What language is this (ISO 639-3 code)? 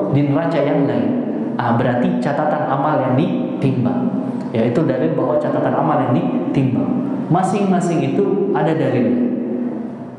ind